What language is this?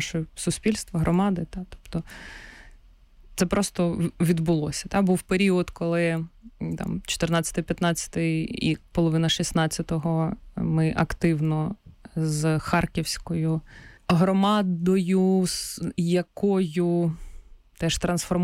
Ukrainian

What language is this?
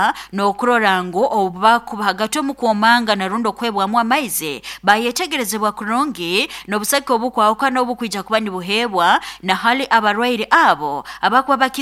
Nyoro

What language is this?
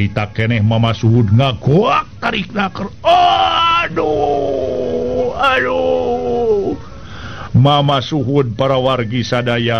Sundanese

